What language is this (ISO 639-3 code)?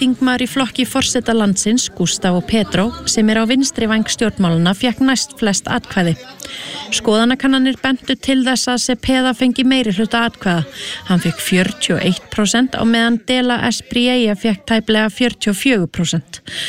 isl